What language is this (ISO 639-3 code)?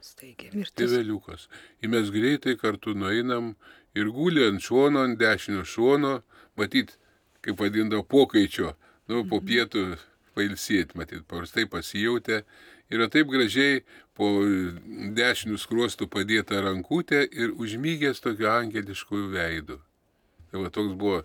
lit